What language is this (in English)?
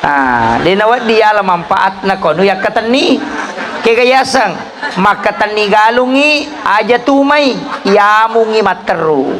Buginese